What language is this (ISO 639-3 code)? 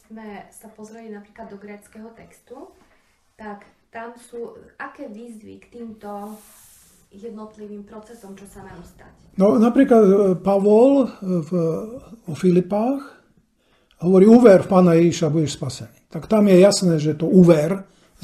slk